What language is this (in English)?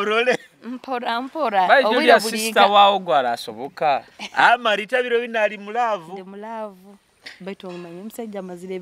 Nyoro